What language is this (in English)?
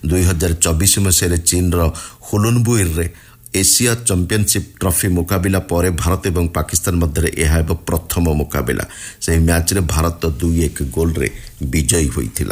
Odia